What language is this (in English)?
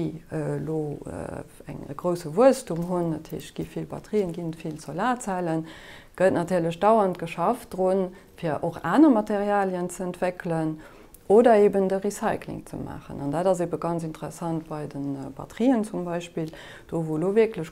Luxembourgish